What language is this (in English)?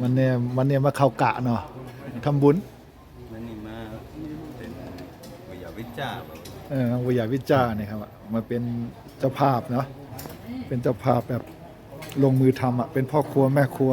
Shan